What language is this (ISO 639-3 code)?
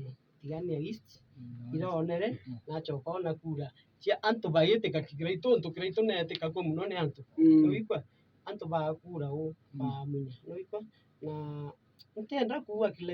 mer